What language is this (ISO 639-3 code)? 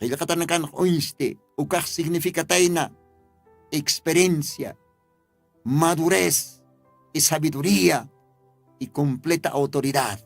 aym